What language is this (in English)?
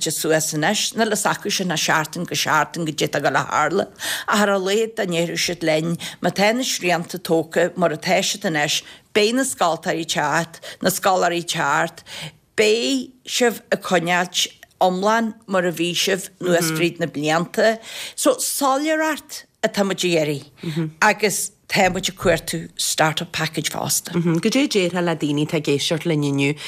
Irish